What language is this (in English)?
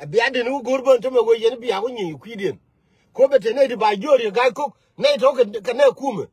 Nuer